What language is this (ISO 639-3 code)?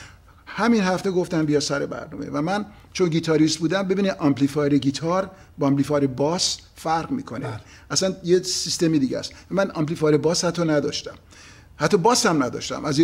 fas